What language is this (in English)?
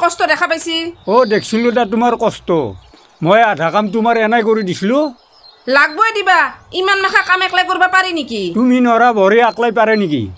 Assamese